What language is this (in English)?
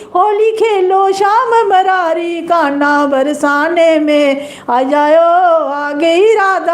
Dogri